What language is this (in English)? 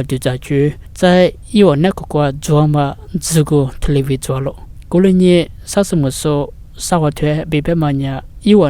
Lisu